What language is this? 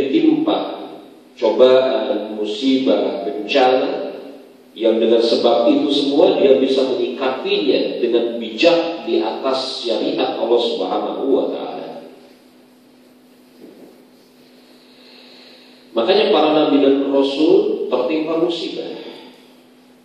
Indonesian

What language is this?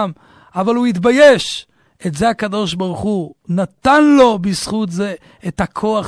Hebrew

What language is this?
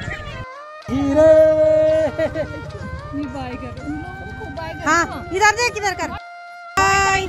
Hindi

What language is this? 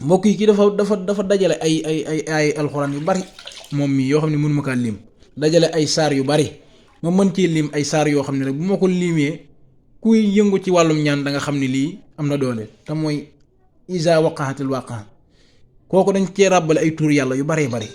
Wolof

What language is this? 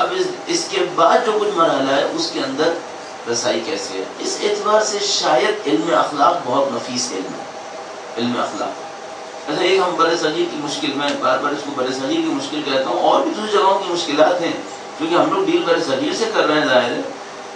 Urdu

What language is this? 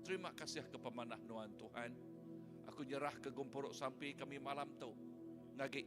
Iban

